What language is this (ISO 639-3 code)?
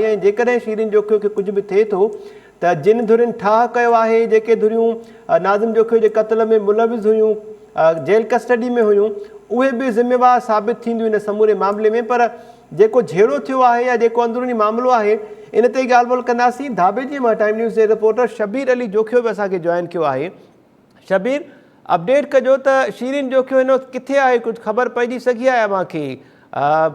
snd